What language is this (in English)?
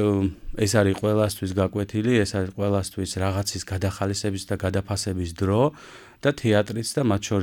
Georgian